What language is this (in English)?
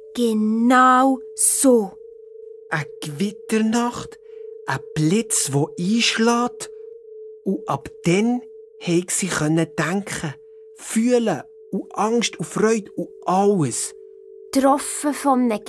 Swiss German